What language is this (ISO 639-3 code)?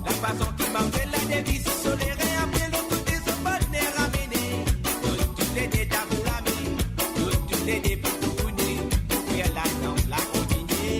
mfe